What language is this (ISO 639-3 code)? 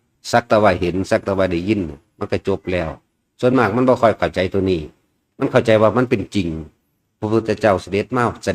tts